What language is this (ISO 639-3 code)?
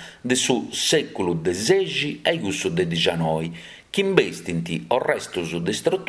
srd